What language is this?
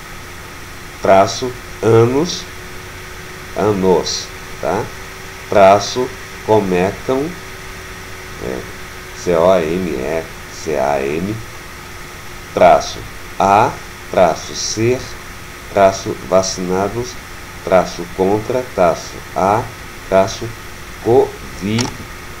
Portuguese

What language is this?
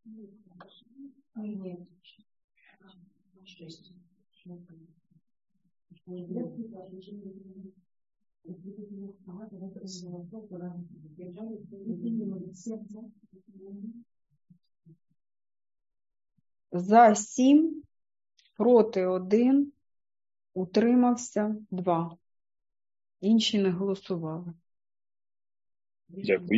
Ukrainian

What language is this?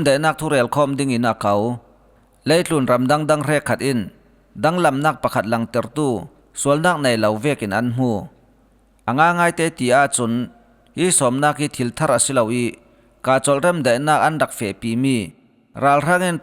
Falam Chin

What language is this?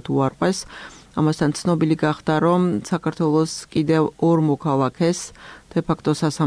Georgian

